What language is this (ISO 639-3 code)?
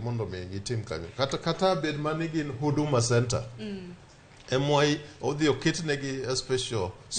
luo